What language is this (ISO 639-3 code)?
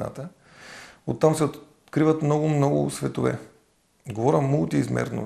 bul